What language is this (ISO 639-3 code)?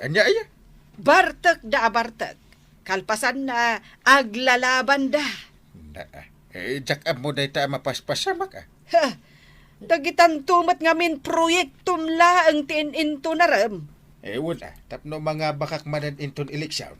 ilo